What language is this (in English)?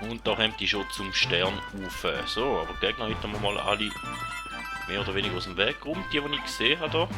Swiss German